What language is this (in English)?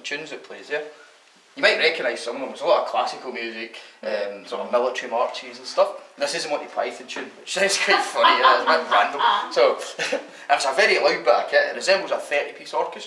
English